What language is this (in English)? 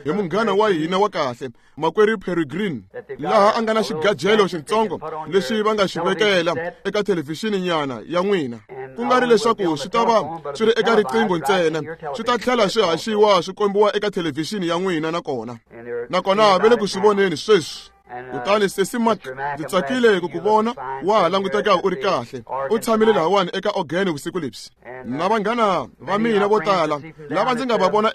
Tsonga